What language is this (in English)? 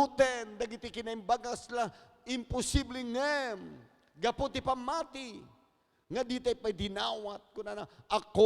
Iloko